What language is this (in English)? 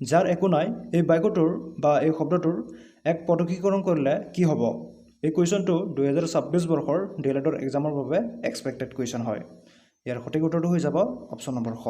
Assamese